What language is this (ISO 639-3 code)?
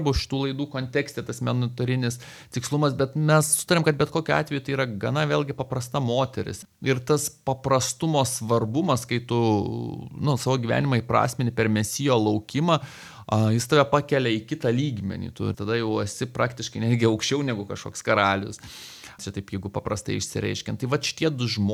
lit